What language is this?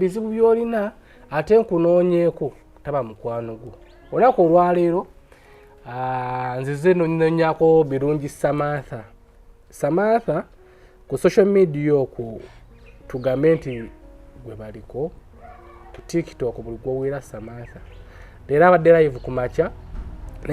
Ganda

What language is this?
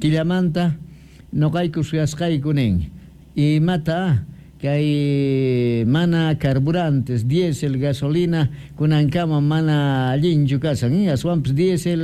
Quechua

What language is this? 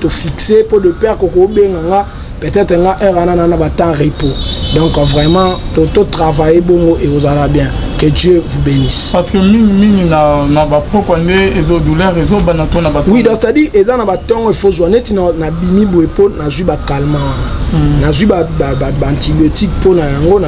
Lingala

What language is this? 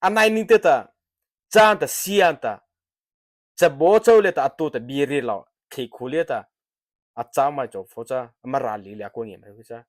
Mara Chin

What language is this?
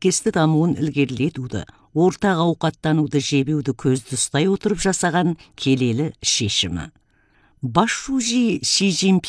Kazakh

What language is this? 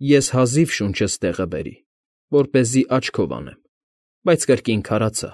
Armenian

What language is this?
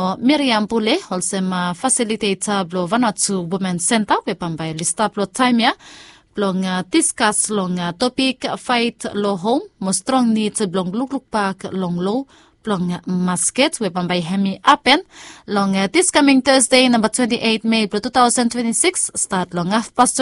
Bislama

